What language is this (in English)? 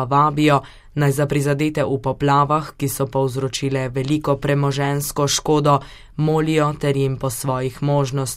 Slovenian